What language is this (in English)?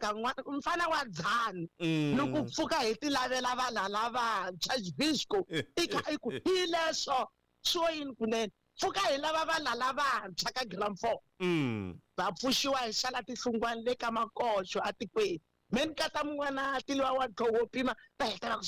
Tsonga